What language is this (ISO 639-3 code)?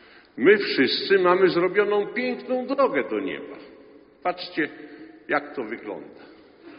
pol